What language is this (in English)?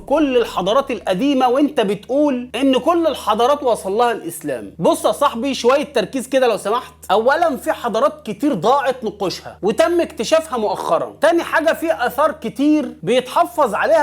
Egyptian Arabic